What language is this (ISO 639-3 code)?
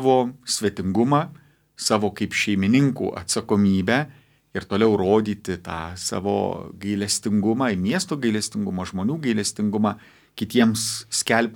lit